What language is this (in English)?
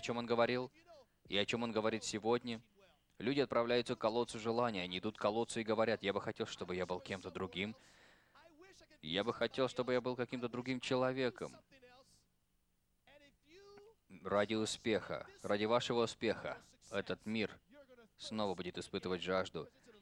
Russian